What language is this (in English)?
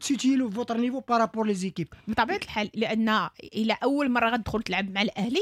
Moroccan Arabic